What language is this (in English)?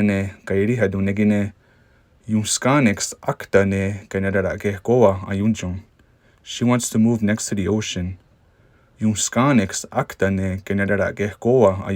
Mohawk